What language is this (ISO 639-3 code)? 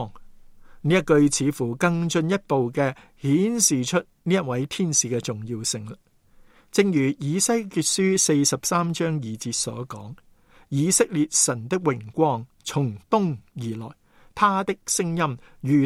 yue